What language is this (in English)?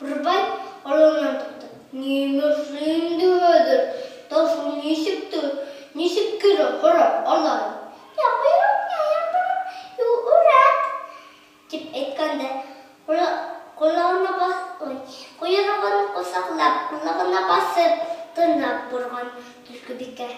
Bashkir